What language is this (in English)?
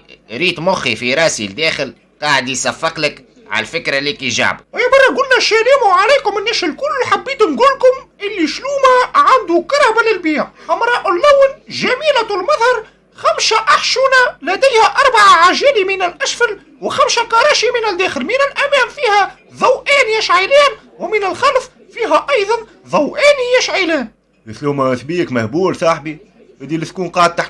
Tunisian Arabic